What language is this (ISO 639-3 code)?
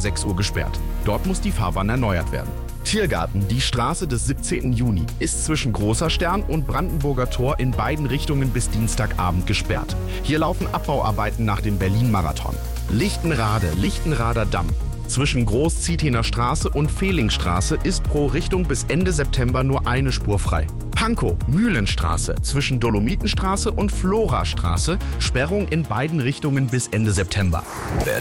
deu